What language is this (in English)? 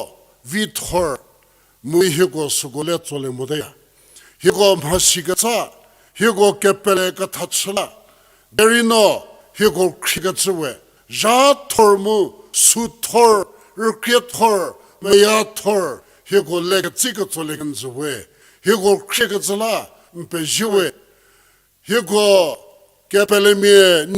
Angami Naga